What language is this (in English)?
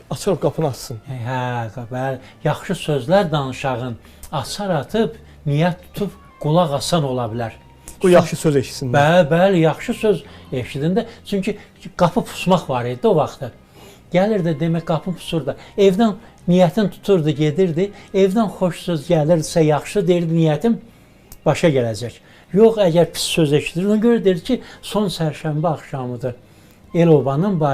Azerbaijani